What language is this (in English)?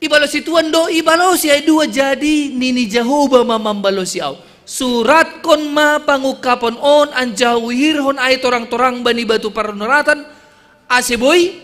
Batak Simalungun